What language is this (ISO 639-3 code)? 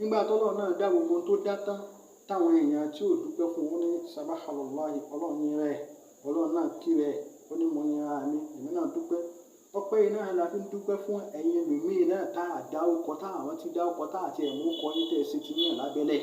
yor